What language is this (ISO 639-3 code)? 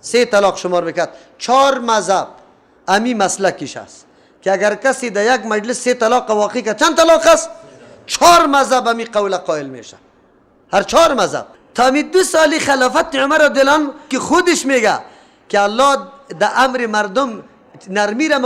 fas